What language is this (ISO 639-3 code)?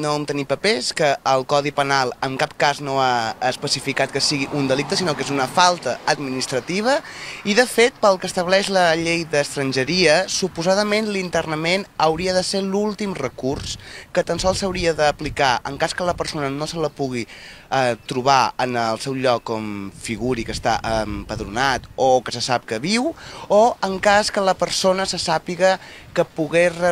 cat